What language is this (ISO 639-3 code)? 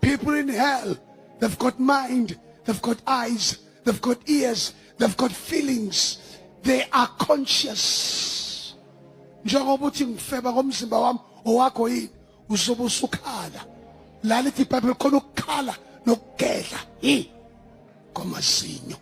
zul